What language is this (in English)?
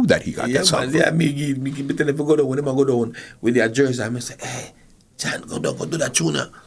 Jamaican Creole English